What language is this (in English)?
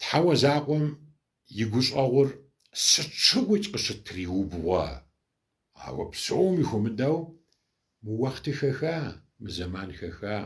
Kabardian